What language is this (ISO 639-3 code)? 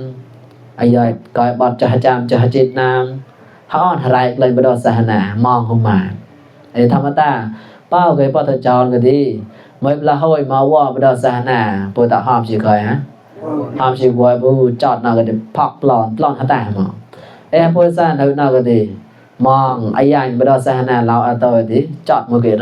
mnw